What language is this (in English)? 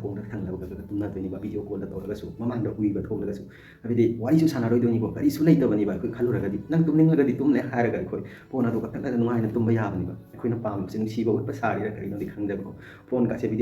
Manipuri